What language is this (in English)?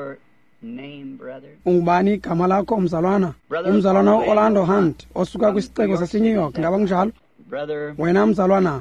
Xhosa